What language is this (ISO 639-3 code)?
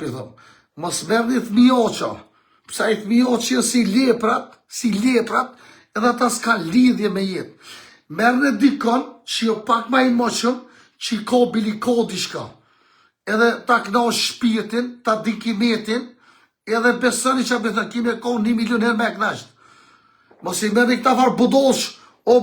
sqi